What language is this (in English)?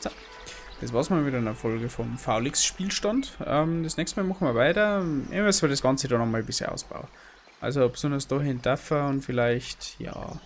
Bavarian